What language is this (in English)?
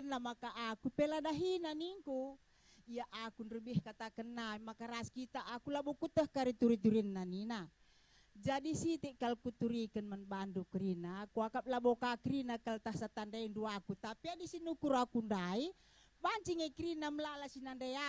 Batak Karo